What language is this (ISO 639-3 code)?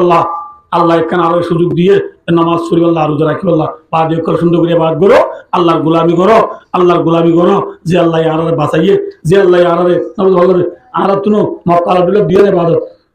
rhg